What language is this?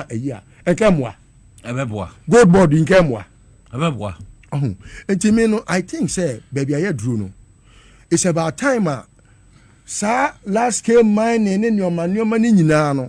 Akan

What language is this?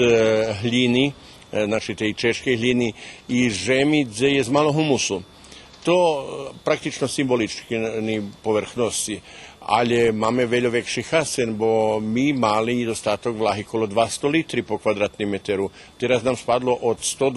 Rusyn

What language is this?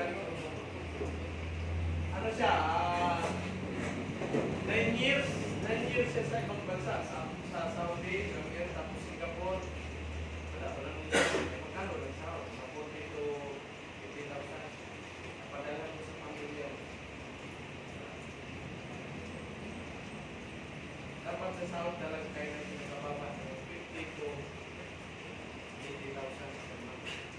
Filipino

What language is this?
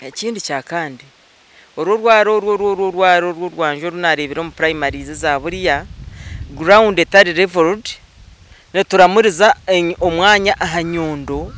Nyankole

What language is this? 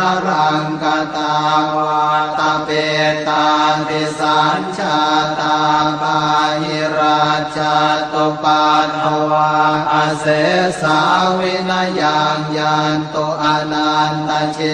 Pali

